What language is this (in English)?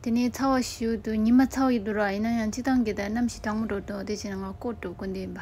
Tibetan